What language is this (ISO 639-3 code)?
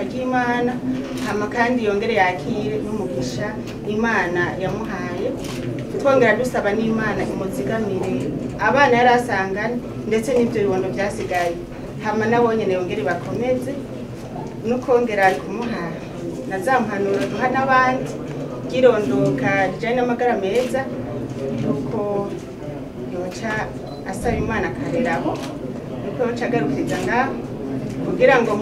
run